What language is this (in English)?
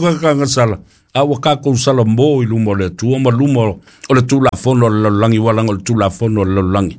Samoan